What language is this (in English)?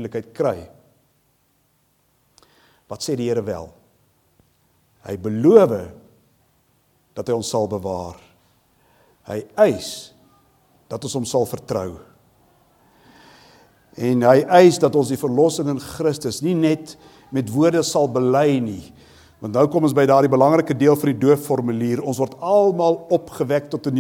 Afrikaans